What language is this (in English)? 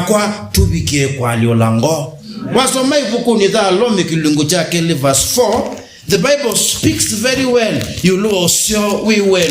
Kamba